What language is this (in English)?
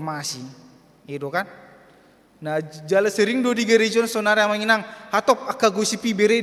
Batak Toba